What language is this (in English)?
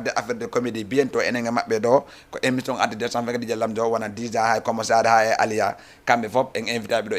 Fula